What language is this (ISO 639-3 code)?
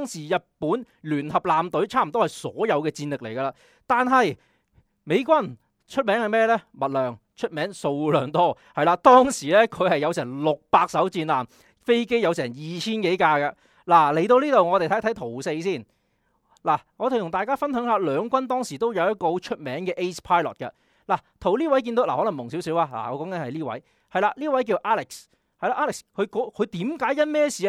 yue